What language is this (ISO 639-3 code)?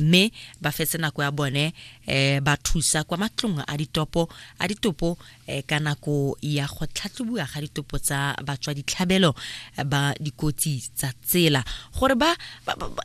tsn